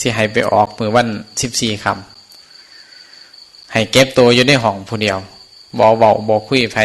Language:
Northeastern Thai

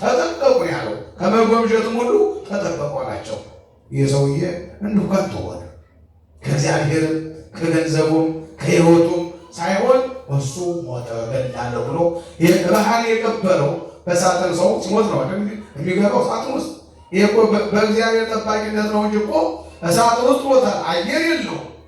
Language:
Amharic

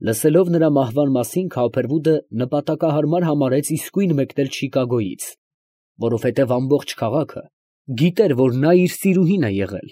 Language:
Armenian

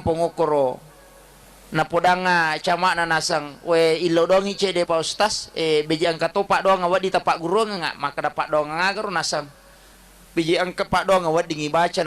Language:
Buginese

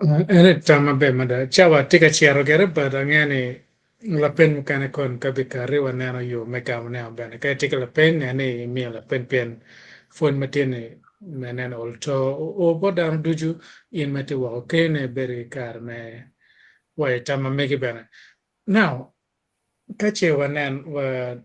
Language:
Acoli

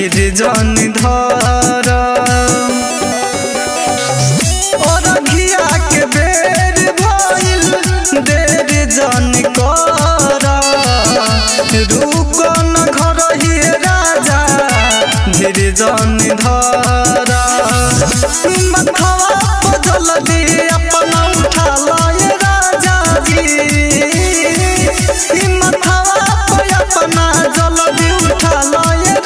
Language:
Bhojpuri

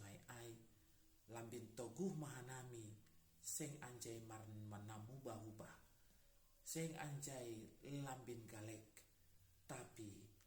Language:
Batak Simalungun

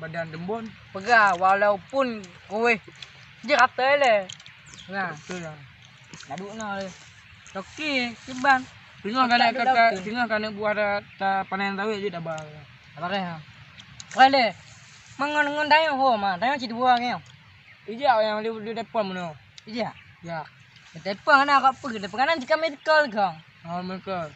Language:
Achinese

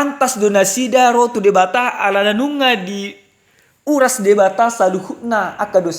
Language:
Batak Toba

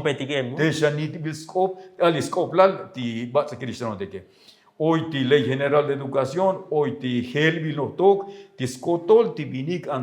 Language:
Tzotzil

